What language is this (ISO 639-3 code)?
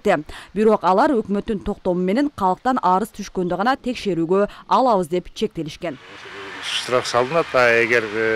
kir